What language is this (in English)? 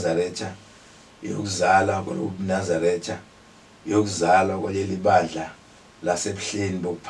Zulu